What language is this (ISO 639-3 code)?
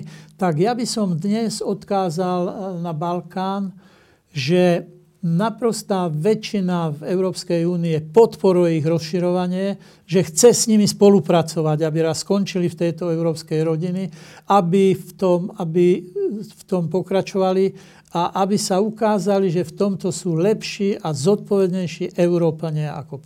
slk